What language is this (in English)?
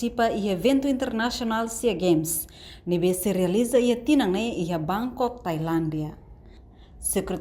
Tetum